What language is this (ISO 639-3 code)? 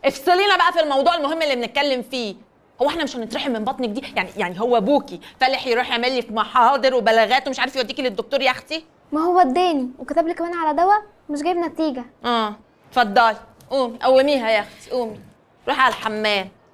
arz